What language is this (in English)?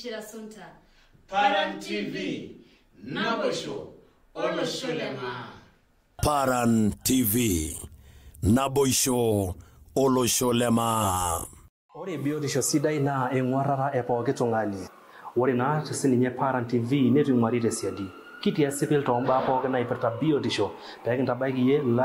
Masai